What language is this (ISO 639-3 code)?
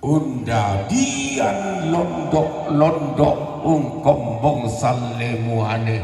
sda